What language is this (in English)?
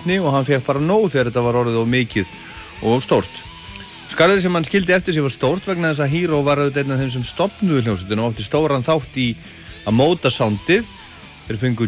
Icelandic